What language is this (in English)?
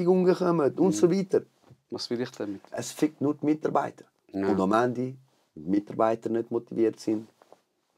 Swiss German